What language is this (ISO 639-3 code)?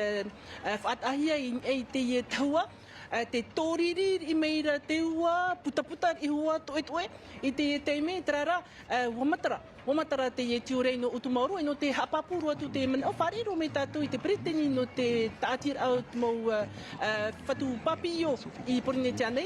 tah